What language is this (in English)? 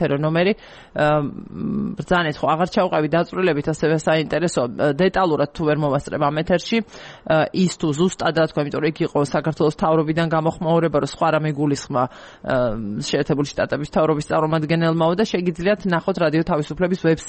Georgian